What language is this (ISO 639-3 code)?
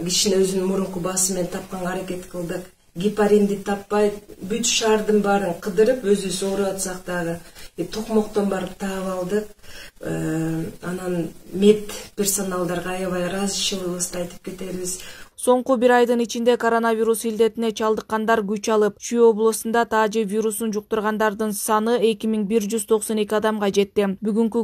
kir